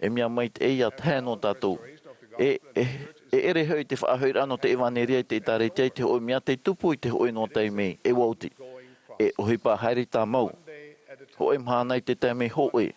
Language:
Tahitian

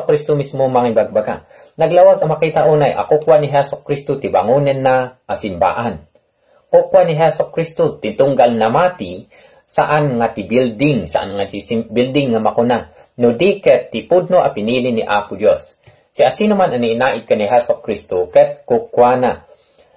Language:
Iloko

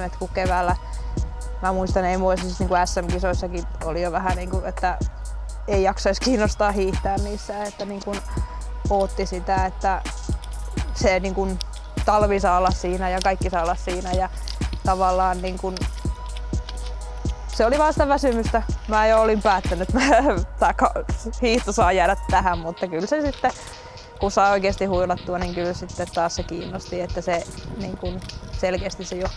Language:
Finnish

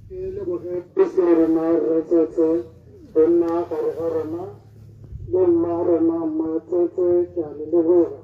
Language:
Tswana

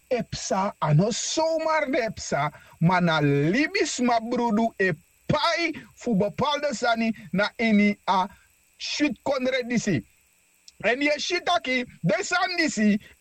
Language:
Sranan Tongo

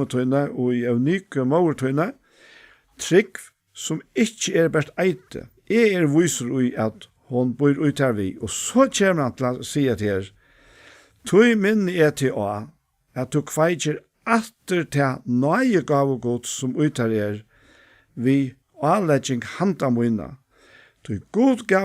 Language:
Faroese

